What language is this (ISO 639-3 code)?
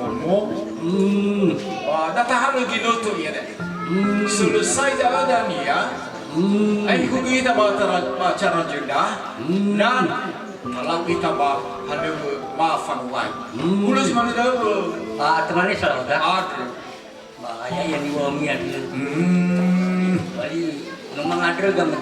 nia